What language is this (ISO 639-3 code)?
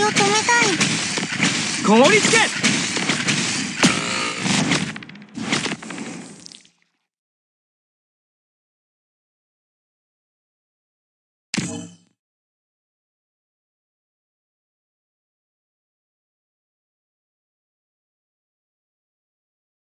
jpn